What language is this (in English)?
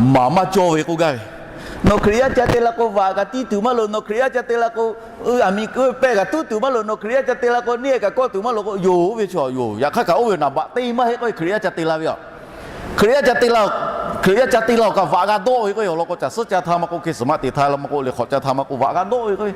Lahu